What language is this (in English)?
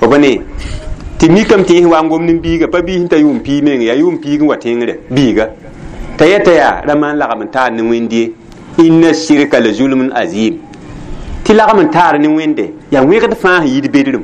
Mossi